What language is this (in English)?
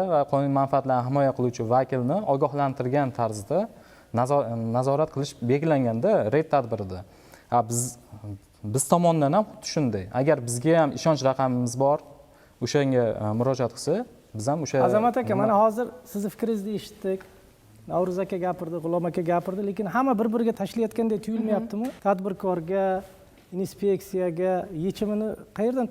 Uzbek